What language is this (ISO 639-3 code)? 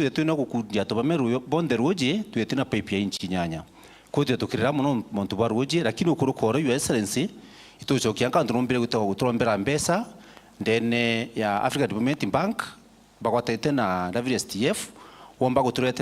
mer